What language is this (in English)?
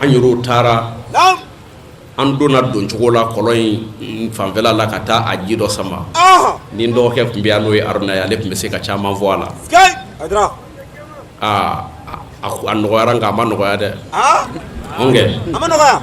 Bambara